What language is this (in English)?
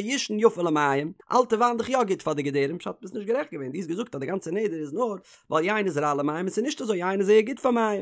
Yiddish